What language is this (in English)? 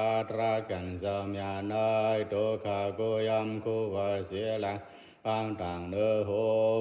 Pali